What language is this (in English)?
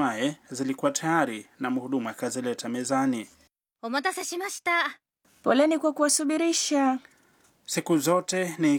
Swahili